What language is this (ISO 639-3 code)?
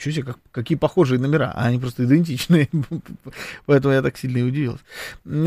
rus